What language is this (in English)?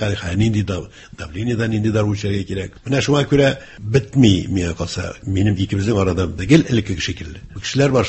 Tatar